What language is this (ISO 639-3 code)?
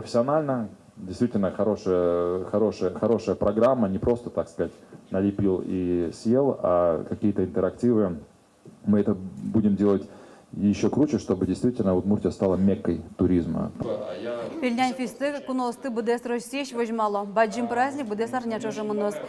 udm